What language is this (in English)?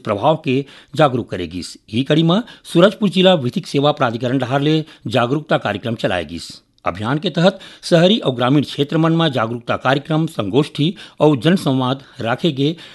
Chhattisgarhi